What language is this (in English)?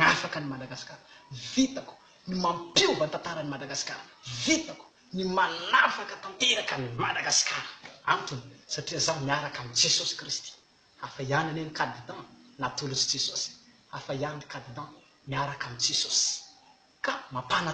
Malagasy